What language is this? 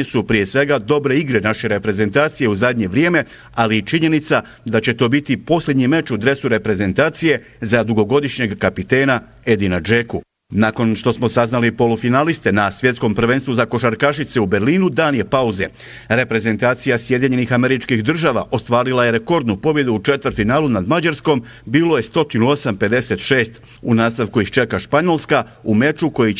Bosnian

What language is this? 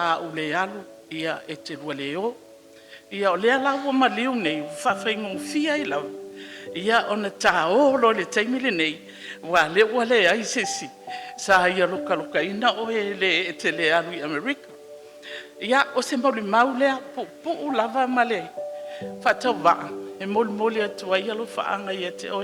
Samoan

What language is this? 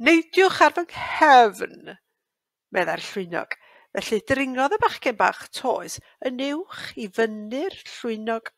Welsh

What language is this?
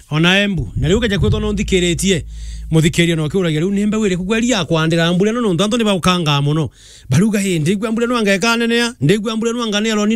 Meru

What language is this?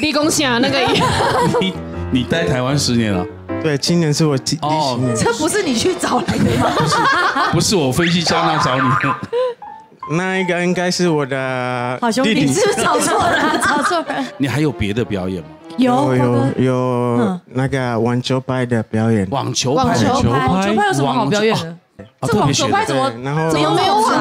Chinese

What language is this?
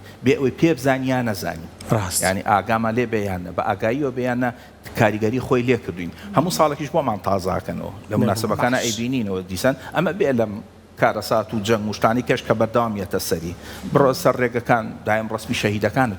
Central Kurdish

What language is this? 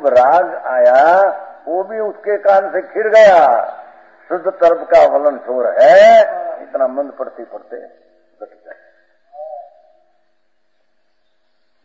Hindi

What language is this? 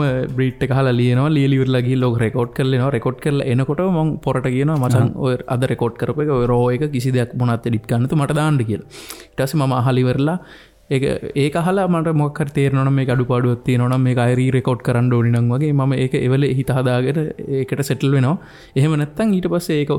Sinhala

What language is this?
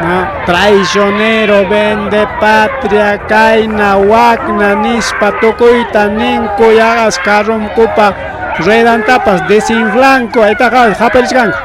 Ayacucho Quechua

